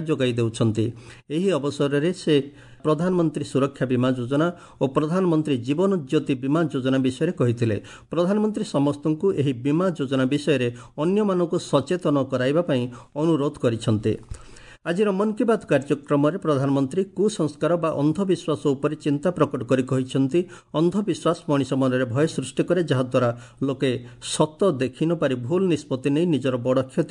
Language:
Odia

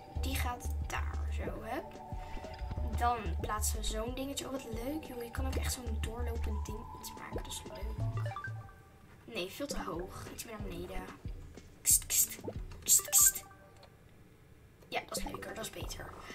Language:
Dutch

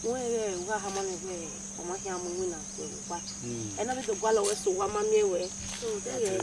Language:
Bini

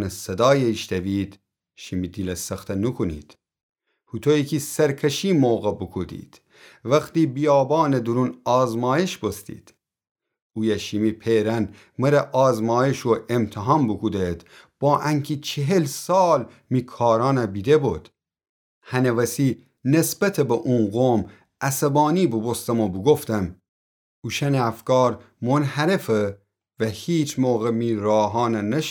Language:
Gilaki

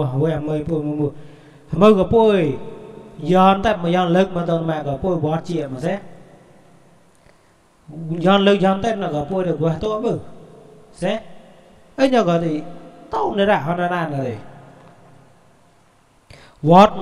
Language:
Vietnamese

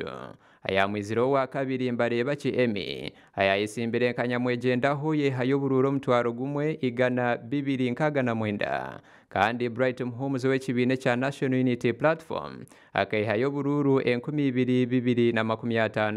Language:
Nyankole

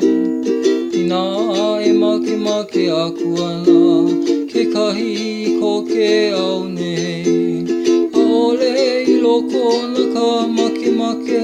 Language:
Hawaiian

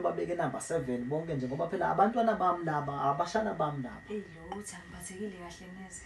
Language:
Zulu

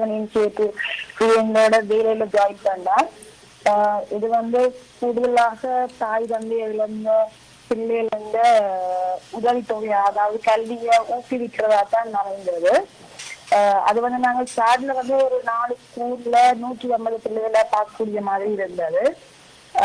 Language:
Tamil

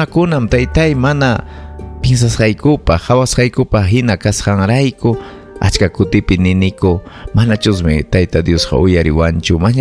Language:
Ayacucho Quechua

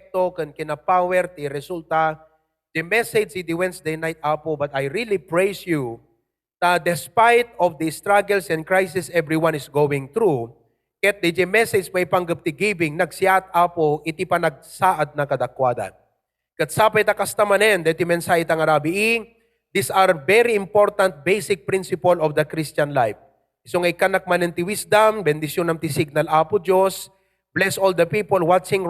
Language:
Iloko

